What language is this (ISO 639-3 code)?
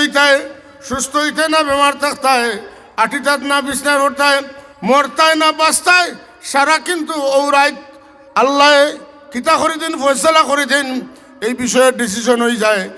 syl